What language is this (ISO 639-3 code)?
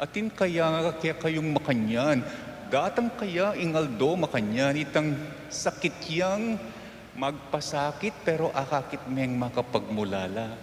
pam